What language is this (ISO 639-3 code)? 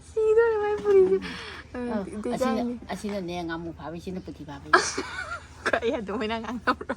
mni